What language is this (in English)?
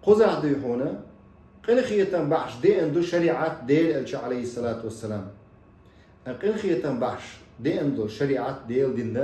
Chechen